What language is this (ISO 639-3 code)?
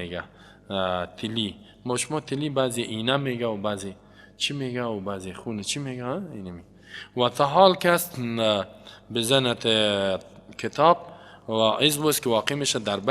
fas